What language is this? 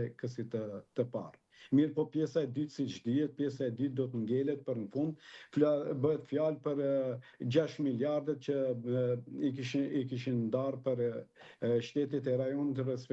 Albanian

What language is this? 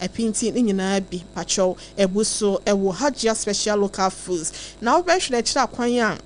Akan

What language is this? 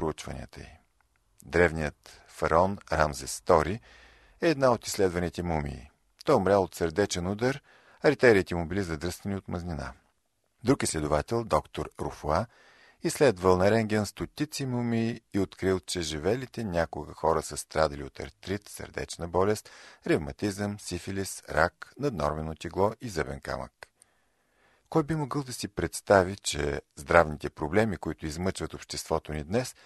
Bulgarian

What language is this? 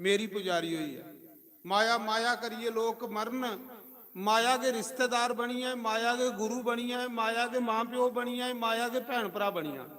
Dogri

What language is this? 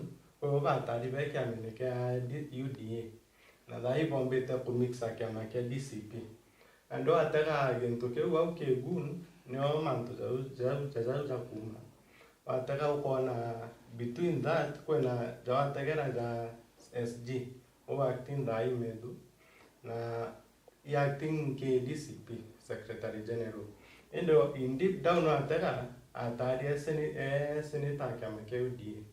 Meru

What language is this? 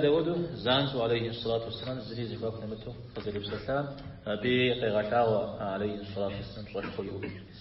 Kabardian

